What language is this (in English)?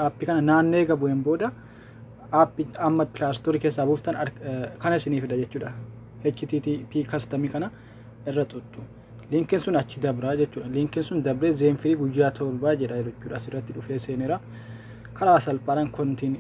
Oromo